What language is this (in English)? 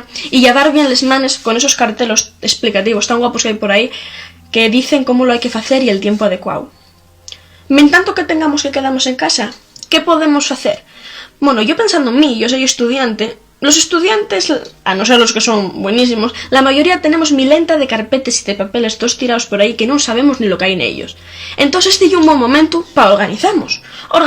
Asturian